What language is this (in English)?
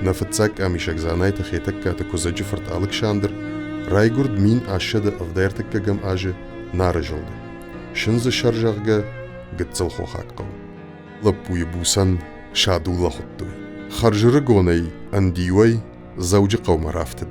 Ossetic